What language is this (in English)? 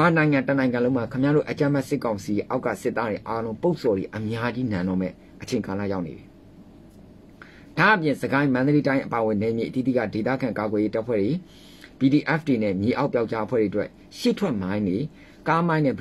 Burmese